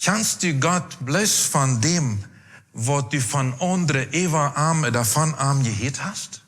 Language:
Plautdietsch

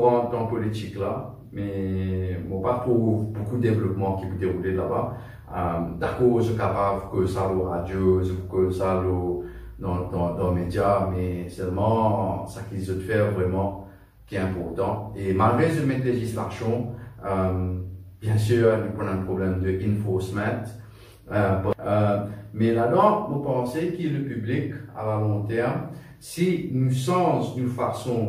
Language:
Morisyen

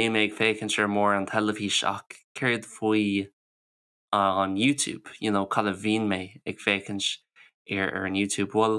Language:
Irish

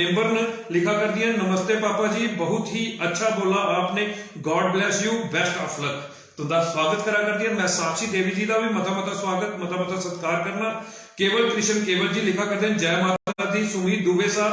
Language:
Dogri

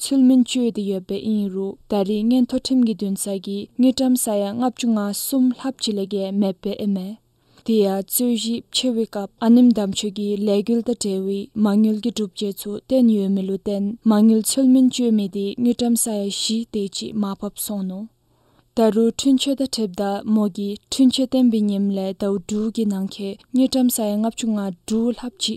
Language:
Dzongkha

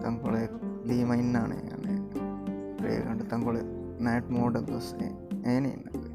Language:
Divehi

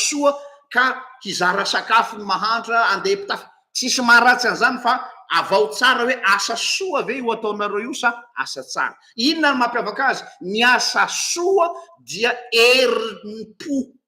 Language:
Malagasy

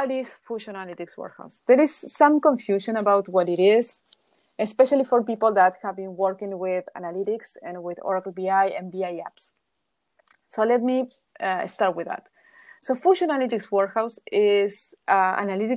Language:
English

